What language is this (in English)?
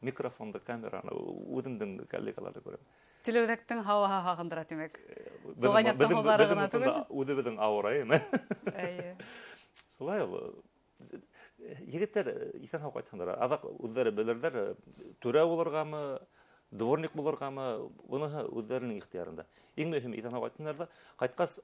Bashkir